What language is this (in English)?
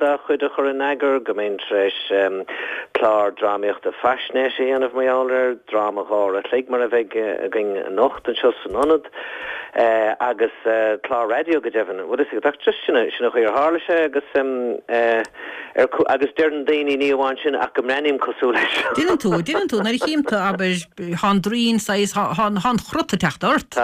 Irish